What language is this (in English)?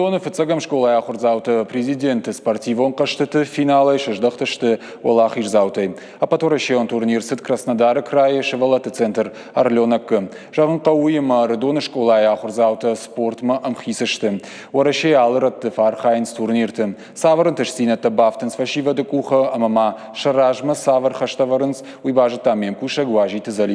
Ossetic